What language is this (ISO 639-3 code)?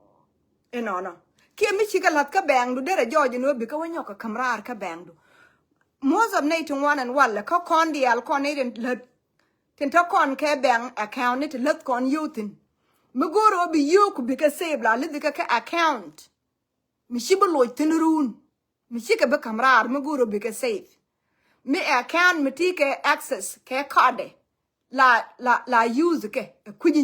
nus